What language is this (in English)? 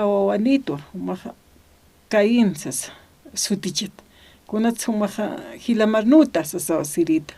Aymara